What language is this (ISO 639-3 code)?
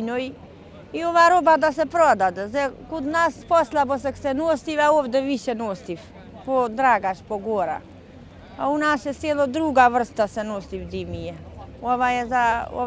srp